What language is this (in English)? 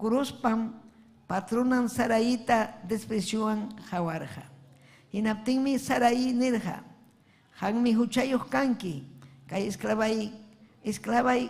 Ayacucho Quechua